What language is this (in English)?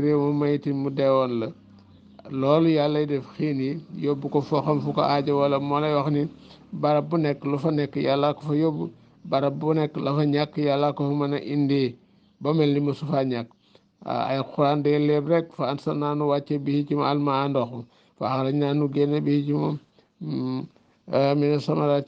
Wolof